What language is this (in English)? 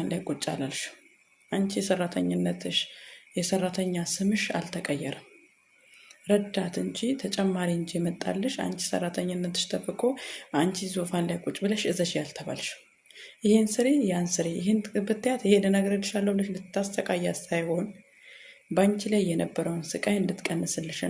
Amharic